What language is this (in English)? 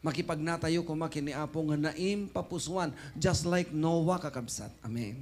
Iloko